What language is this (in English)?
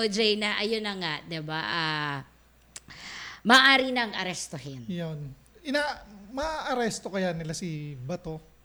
Filipino